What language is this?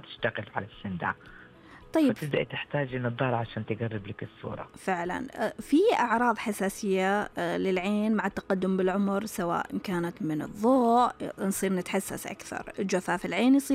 Najdi Arabic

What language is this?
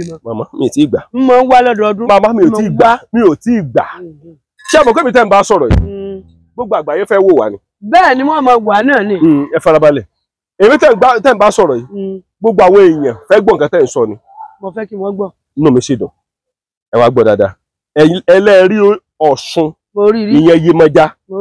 Yoruba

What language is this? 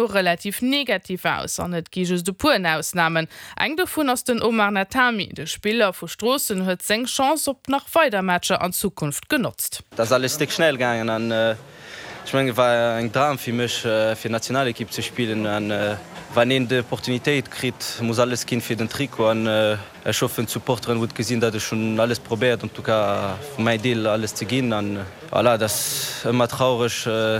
Luxembourgish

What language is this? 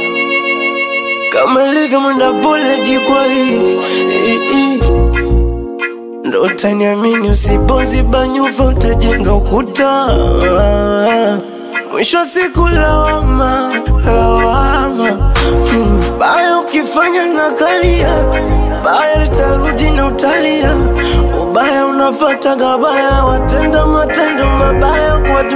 Swahili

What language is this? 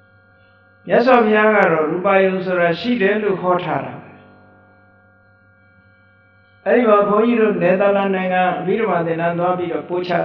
Burmese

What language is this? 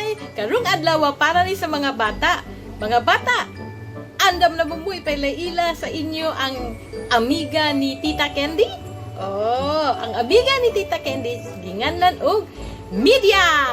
Cebuano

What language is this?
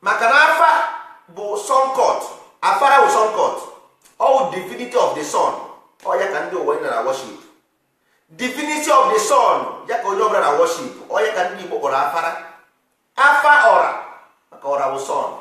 Igbo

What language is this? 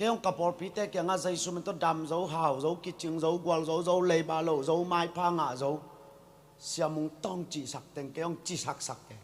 Tedim Chin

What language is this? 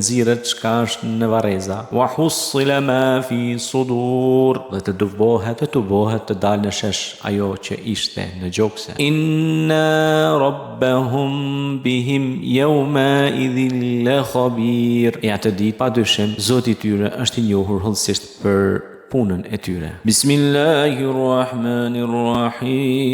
Albanian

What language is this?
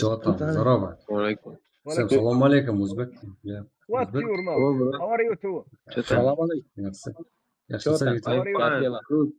Kara-Kalpak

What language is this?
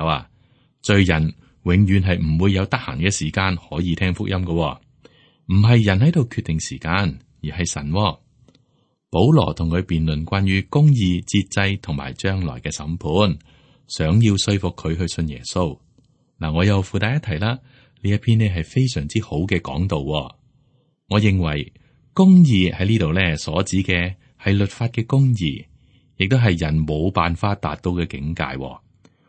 Cantonese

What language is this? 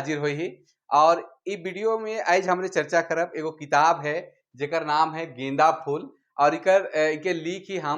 Sadri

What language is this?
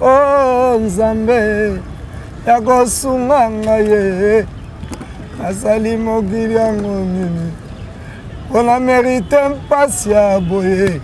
Lingala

